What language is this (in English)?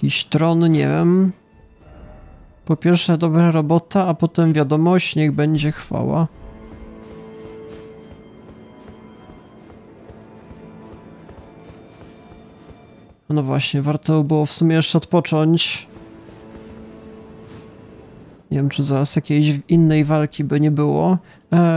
Polish